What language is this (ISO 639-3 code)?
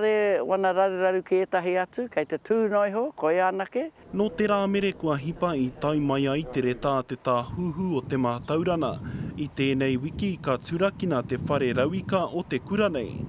mri